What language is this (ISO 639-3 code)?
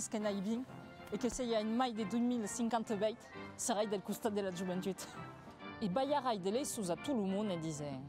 oci